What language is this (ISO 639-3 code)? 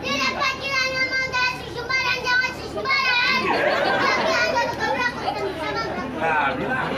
bew